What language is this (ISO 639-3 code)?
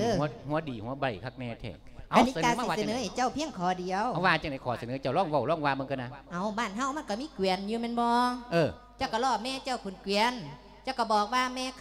lao